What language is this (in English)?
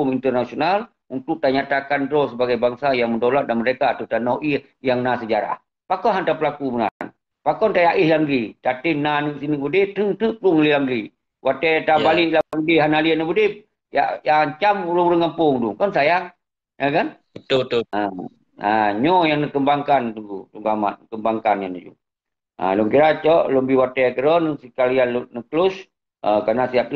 Achinese